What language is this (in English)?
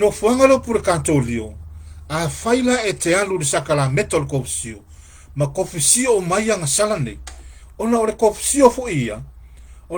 Samoan